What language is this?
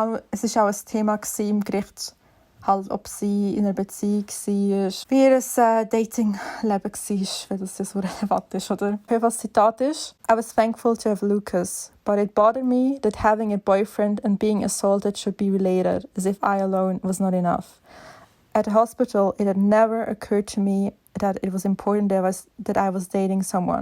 Swiss German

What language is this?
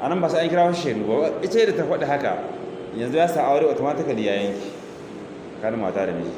Hausa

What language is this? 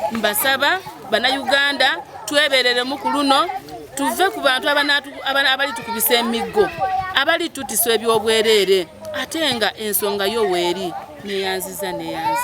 Ganda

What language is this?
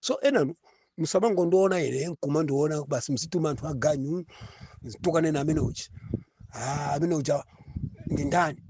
Nyanja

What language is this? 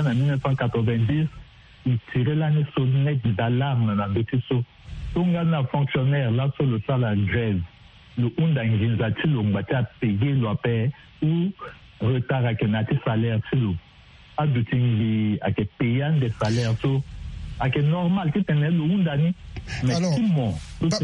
Sango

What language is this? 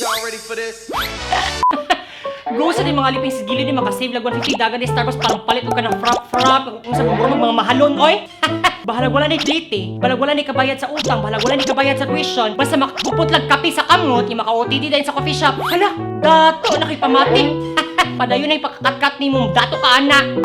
Cebuano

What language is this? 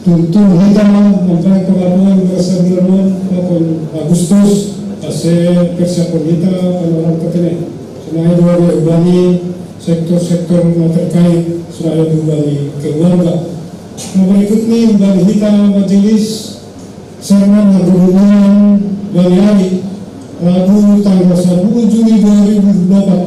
Batak Simalungun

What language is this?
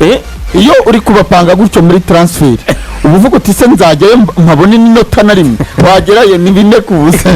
Kinyarwanda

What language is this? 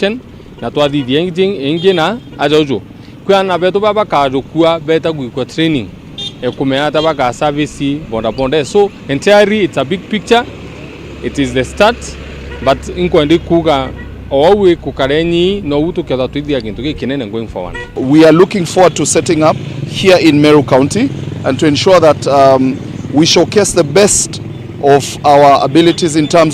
Meru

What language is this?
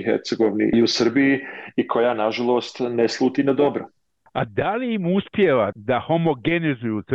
Bosnian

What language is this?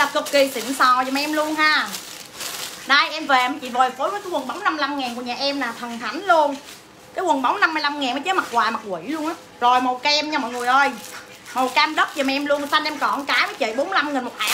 Vietnamese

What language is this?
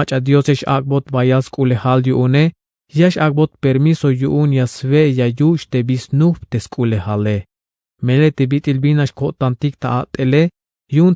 Tzeltal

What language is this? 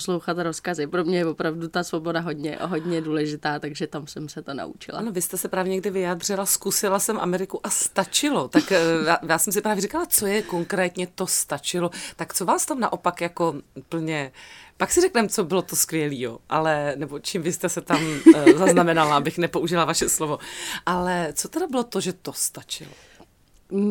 Czech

